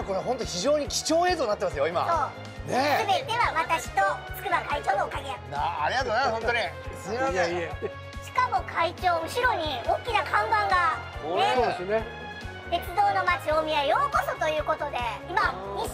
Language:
Japanese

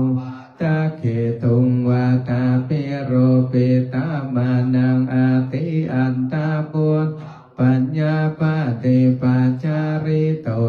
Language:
Pali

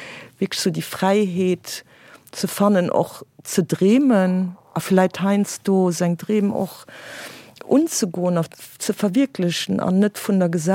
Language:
Luxembourgish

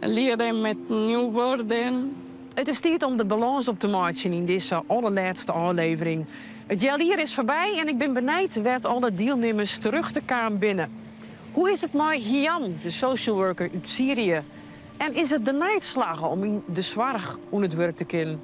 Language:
Western Frisian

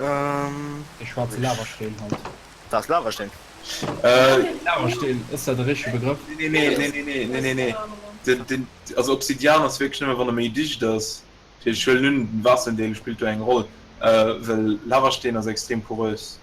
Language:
Luxembourgish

